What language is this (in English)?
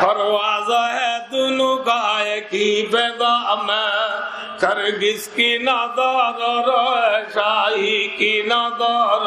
Rohingya